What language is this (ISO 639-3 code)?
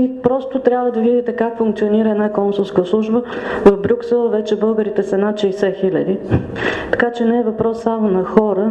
bul